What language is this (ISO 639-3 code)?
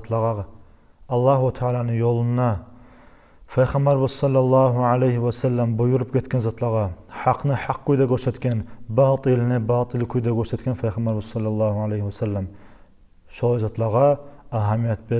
kum